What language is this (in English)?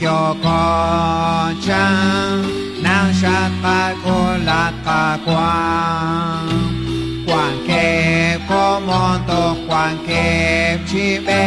Kekchí